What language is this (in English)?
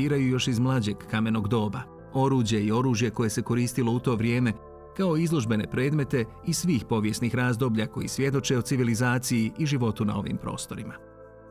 Croatian